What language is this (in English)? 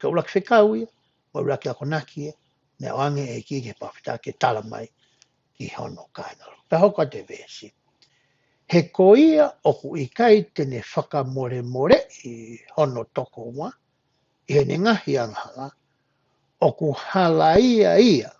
Tongan